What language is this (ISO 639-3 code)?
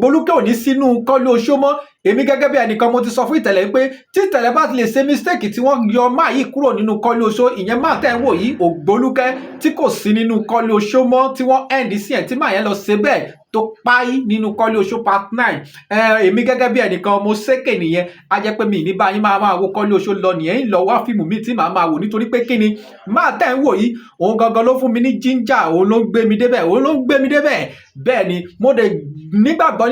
yor